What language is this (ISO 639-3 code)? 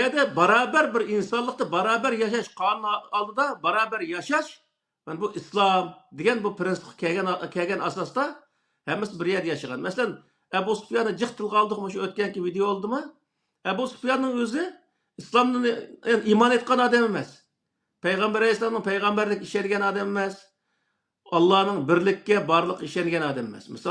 uig